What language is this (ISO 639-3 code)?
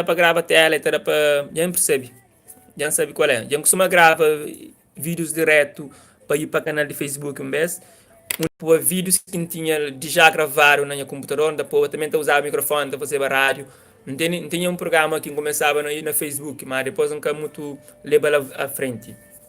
kea